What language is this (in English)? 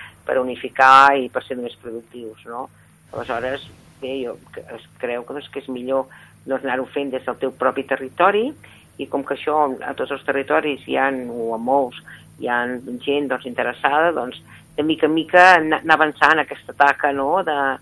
Catalan